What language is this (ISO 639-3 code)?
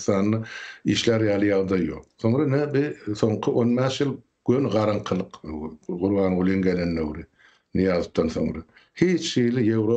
tuk